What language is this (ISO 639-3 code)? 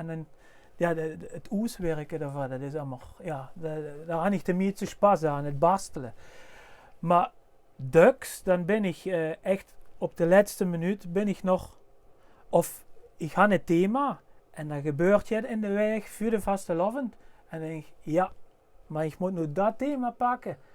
lim